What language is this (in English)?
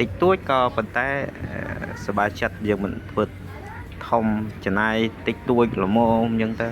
Khmer